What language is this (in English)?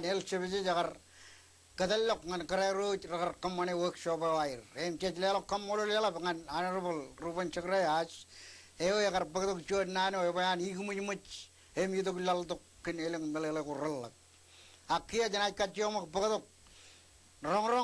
Marshallese